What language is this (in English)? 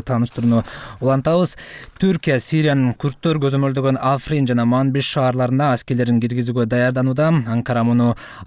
Kyrgyz